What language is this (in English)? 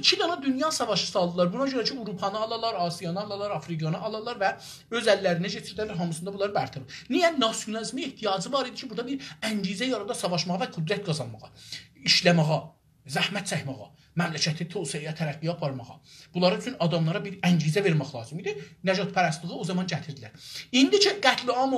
South Azerbaijani